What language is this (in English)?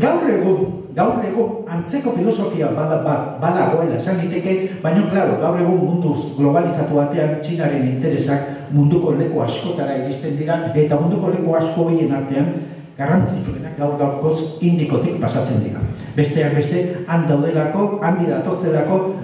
Basque